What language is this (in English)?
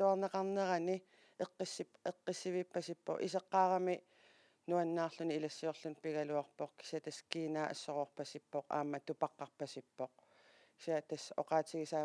Kalaallisut